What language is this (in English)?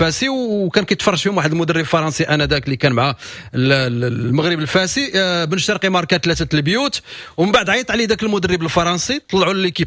Moroccan Arabic